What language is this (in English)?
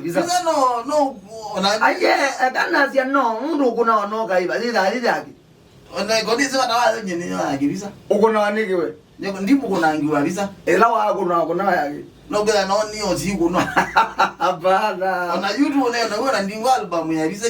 Kamba